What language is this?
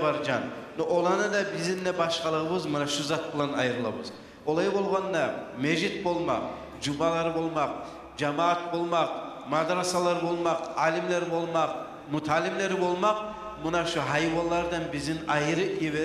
Kumyk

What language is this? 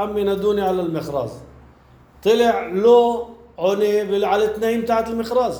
North Levantine Arabic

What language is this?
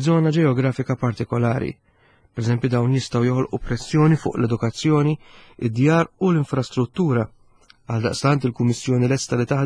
Maltese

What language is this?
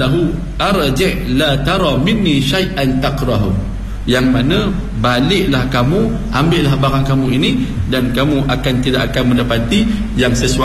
Malay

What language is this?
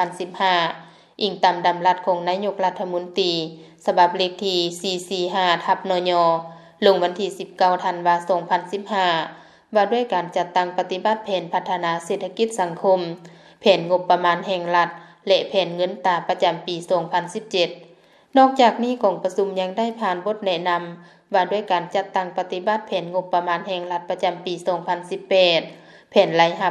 Lao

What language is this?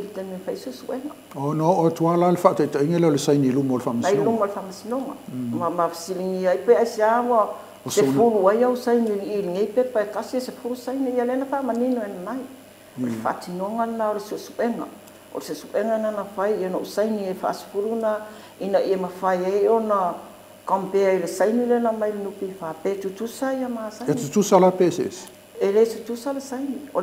Samoan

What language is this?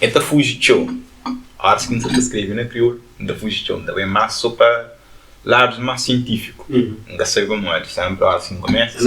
Kabuverdianu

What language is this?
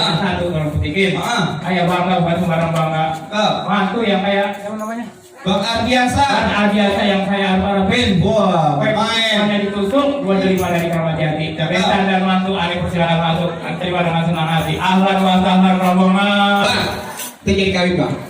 Betawi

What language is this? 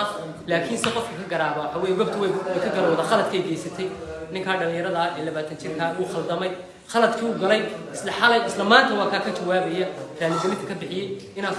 Somali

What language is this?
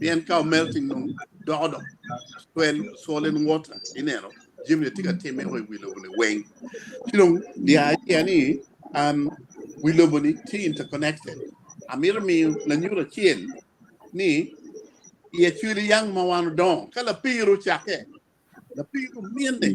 Acoli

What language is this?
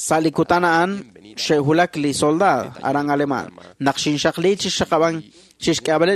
Kekchí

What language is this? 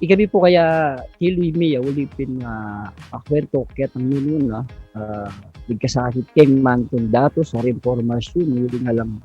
Pampanga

